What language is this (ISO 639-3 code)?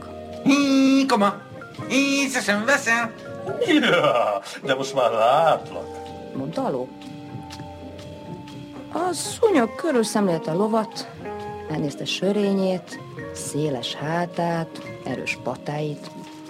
hun